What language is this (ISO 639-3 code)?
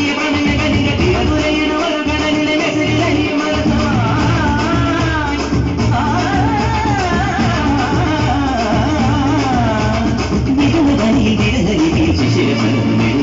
mal